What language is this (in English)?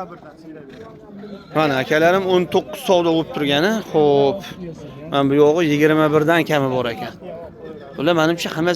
Uzbek